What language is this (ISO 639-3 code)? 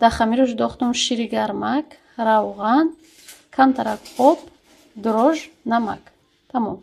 tgk